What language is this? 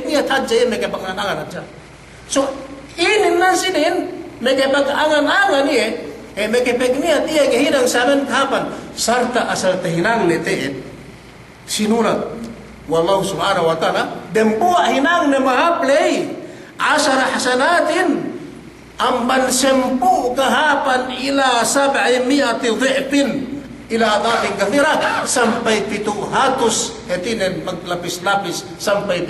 Yakan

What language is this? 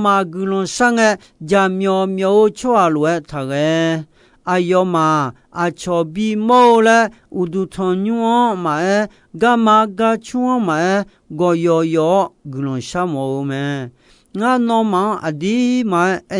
Akha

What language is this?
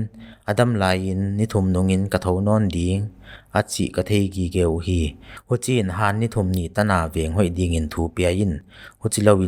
Paite Chin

